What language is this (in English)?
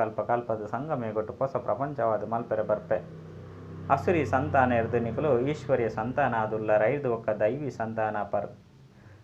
Tulu